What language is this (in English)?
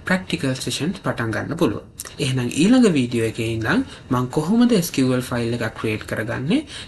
Sinhala